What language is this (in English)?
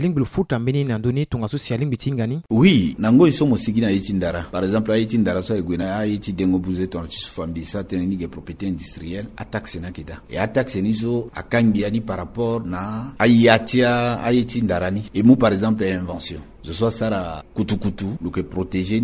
Sango